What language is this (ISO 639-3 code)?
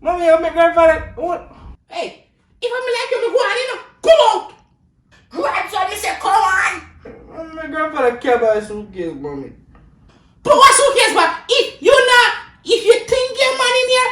jam